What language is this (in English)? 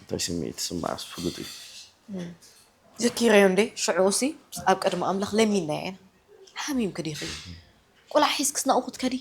Tigrinya